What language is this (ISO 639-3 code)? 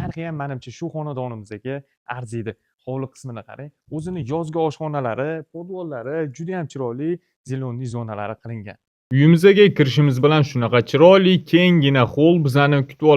uzb